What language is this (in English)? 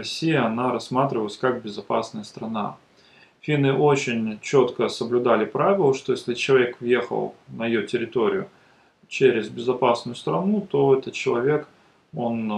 Russian